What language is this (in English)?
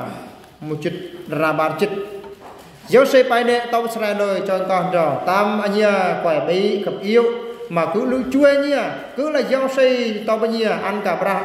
Eastern Bru